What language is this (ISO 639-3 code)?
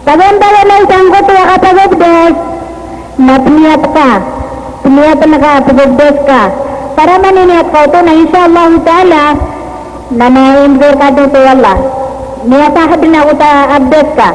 mrw